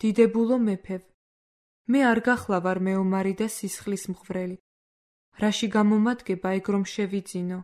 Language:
Georgian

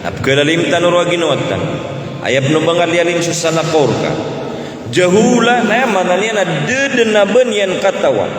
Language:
Maranao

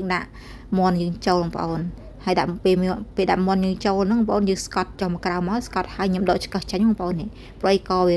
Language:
Khmer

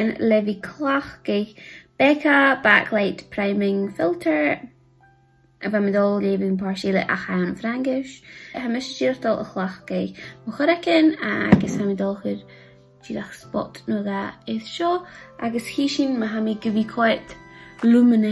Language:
Scottish Gaelic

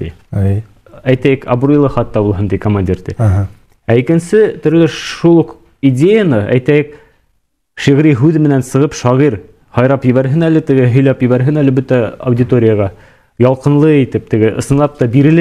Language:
Bashkir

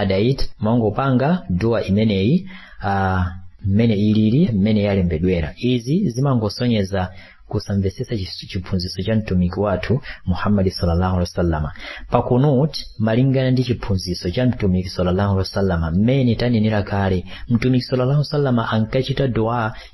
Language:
Nyanja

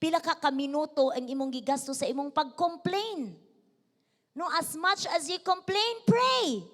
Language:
Cebuano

